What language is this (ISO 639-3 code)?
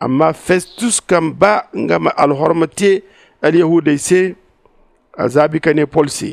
dje